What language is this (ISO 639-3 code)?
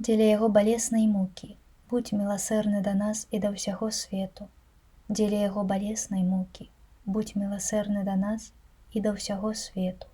bel